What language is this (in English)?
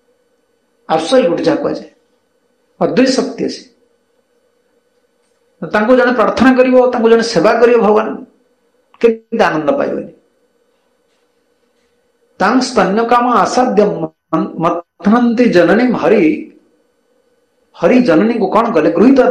Odia